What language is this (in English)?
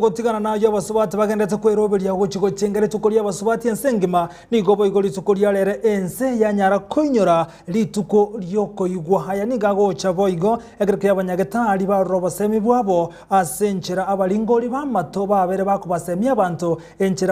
Gusii